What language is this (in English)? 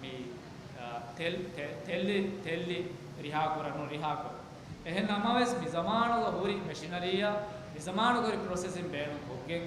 Divehi